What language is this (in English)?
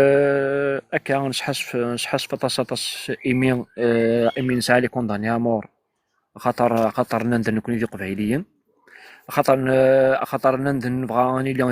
Kabyle